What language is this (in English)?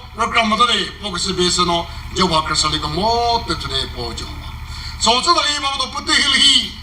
Chokri Naga